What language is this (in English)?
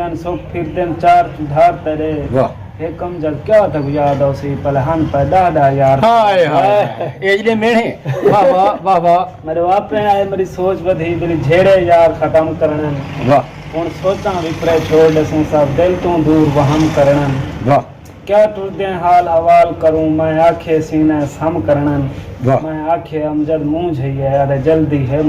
Saraiki